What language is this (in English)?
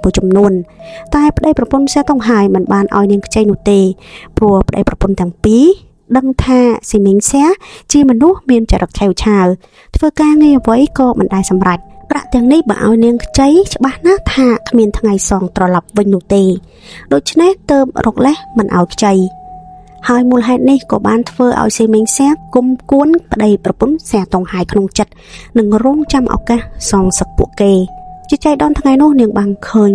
Khmer